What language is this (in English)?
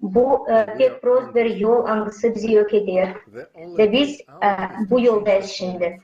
Gagauz